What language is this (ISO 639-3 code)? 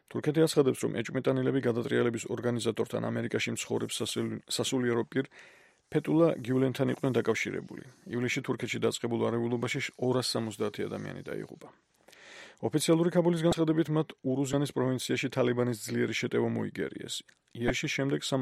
kat